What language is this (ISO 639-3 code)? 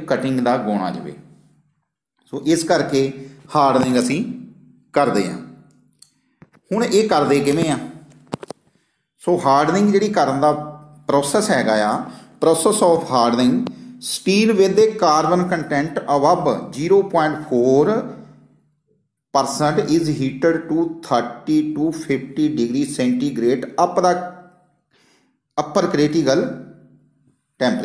pan